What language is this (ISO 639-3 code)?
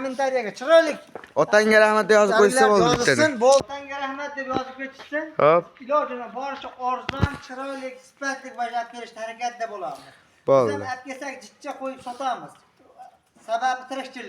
uzb